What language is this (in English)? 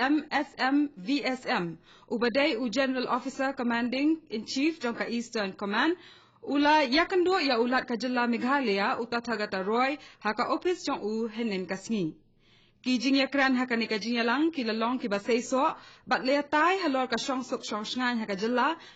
Khasi